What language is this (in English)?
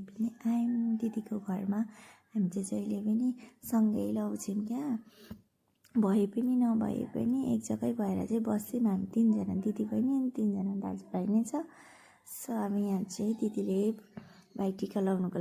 Nepali